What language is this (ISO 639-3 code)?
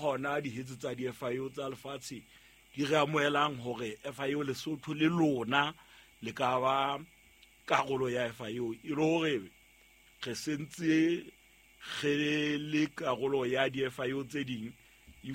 sot